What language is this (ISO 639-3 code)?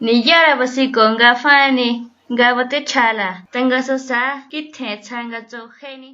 mau